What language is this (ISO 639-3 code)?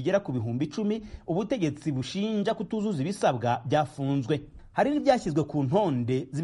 kin